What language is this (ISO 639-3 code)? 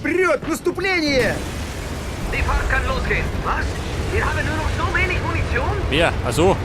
bar